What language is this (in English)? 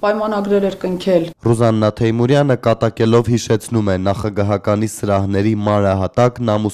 Armenian